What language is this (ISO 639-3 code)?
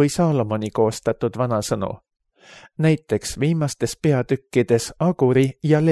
est